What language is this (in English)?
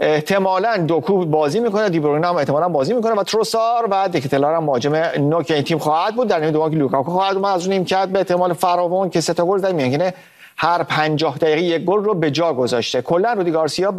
Persian